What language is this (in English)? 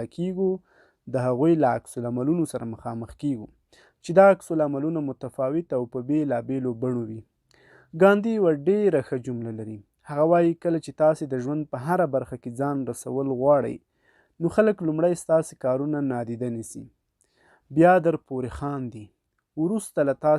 Pashto